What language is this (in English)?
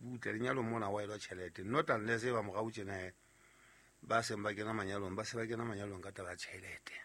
Southern Sotho